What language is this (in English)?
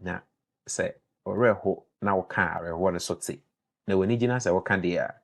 Akan